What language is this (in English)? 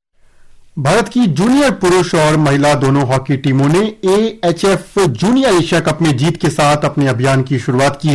Hindi